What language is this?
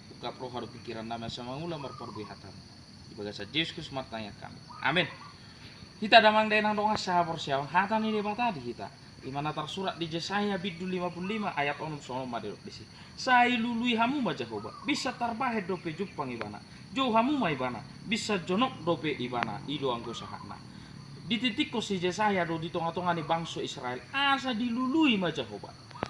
Batak Toba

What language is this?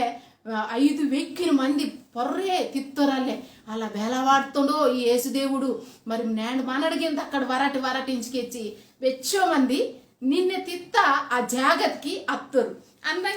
Koya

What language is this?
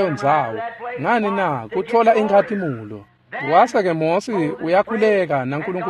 Swati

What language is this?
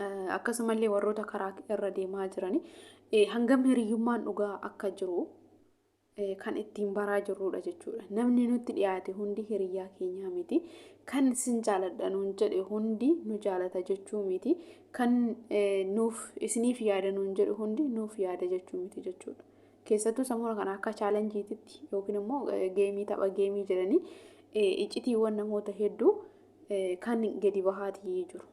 Oromo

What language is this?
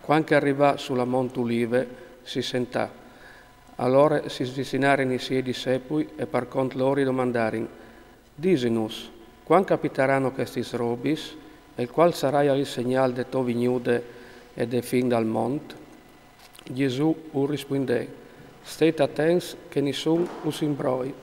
Friulian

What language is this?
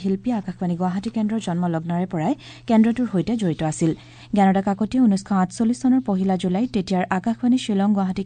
Assamese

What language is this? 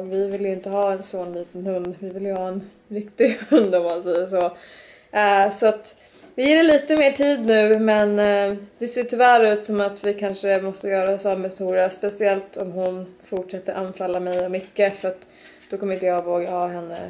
Swedish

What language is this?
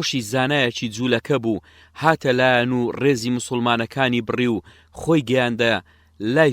Central Kurdish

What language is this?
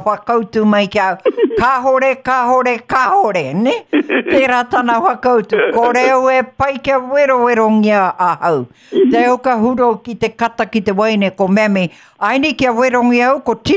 Māori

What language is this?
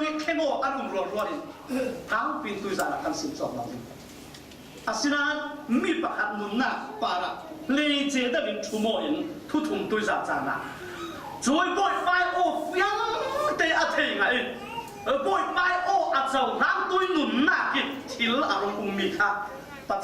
Falam Chin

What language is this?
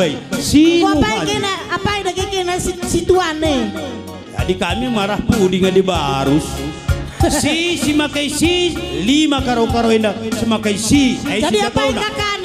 Batak Karo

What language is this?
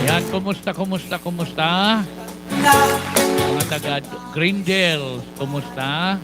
Waray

